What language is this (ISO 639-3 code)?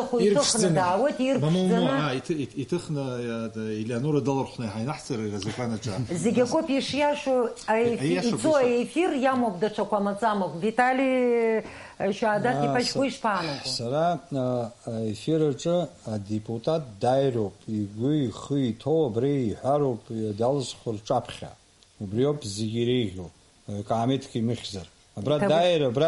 abk